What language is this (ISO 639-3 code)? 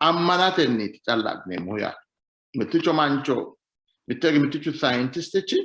sid